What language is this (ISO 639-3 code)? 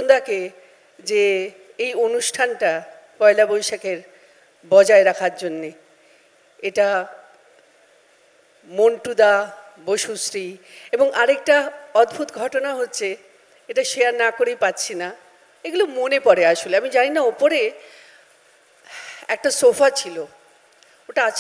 ben